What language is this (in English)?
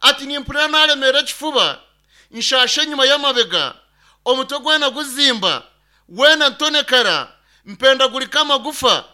Nyankole